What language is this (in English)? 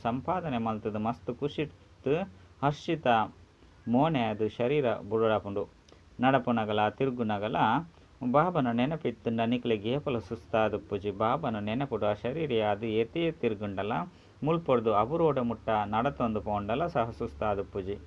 Tulu